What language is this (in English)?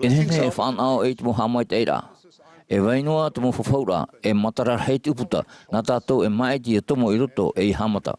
Tahitian